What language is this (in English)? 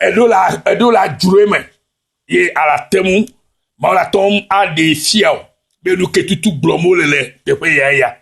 Ewe